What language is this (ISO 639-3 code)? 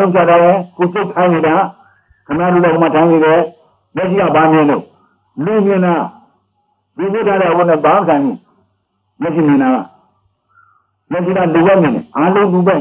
mya